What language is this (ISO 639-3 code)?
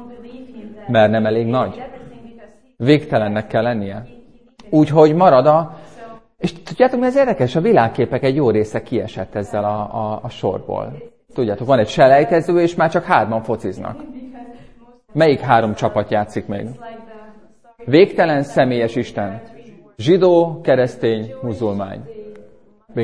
hun